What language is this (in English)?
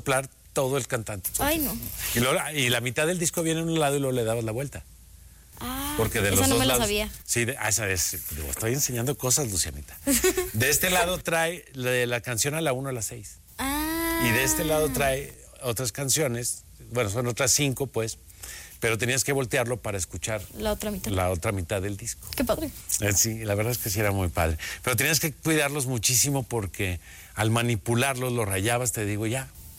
Spanish